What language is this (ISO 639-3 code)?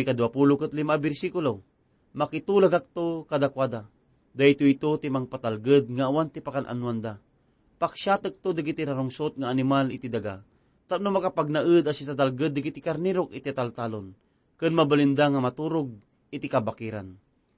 ilo